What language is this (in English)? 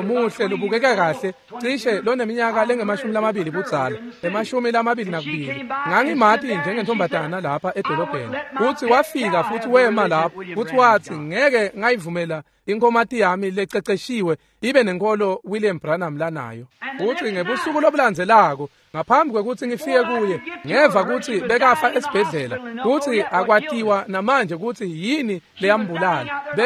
Swati